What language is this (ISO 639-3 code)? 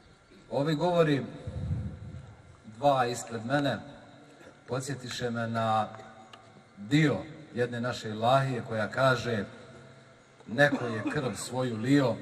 bos